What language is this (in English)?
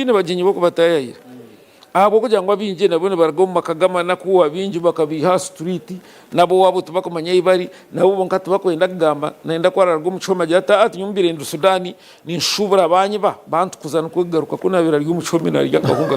Nyankole